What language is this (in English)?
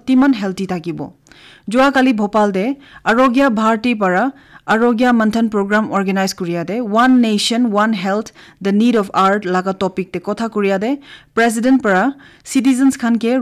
Naga Pidgin